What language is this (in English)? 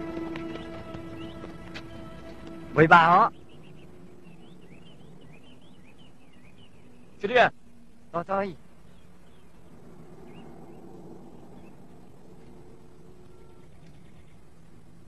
Filipino